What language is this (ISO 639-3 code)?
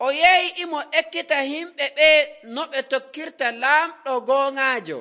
fuv